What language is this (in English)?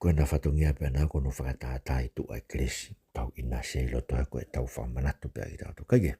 Tongan